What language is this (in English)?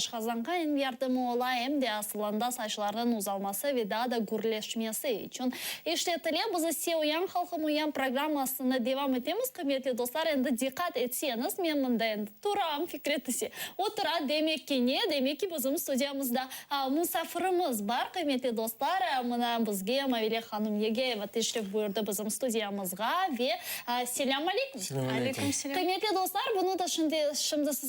Crimean Tatar